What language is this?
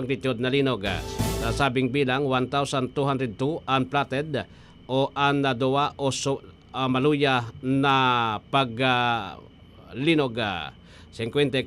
Bikol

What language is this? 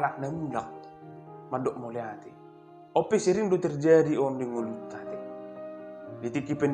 Batak Toba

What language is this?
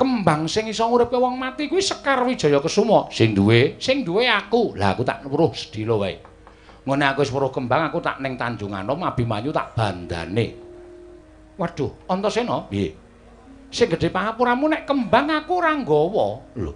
Javanese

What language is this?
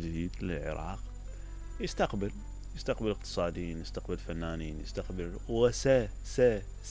Mesopotamian Arabic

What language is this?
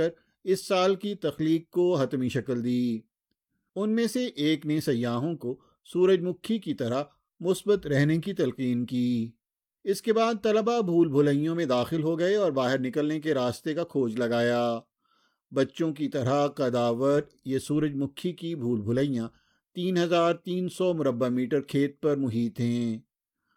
Urdu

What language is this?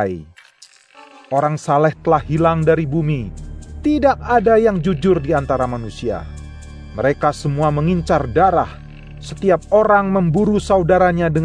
Indonesian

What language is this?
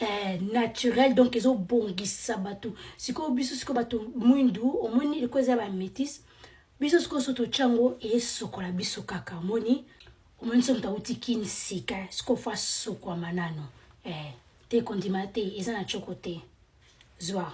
Lingala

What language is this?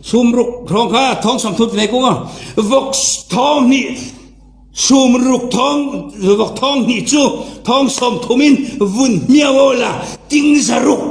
Falam Chin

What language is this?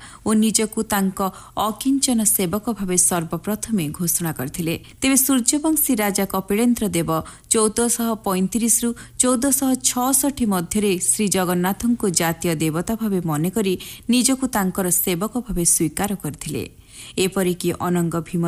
Odia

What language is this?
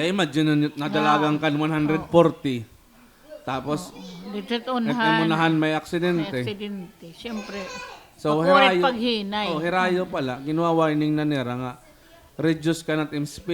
Waray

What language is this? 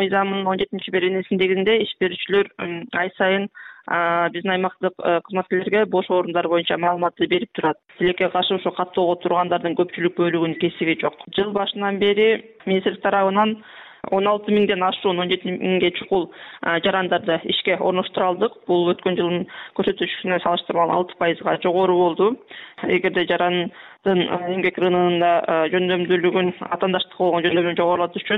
Kyrgyz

